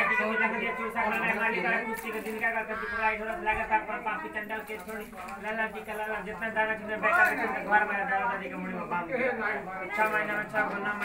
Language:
Bhojpuri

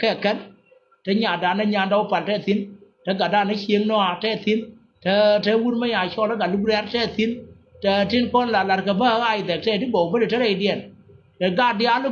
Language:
Nuer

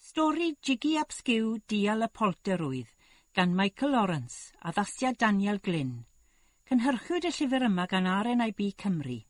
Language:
Welsh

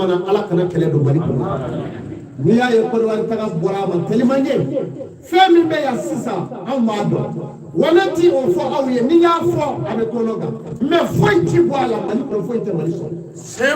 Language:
Bambara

